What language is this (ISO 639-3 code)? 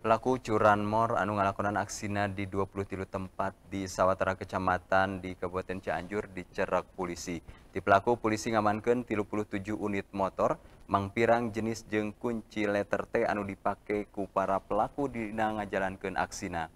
sun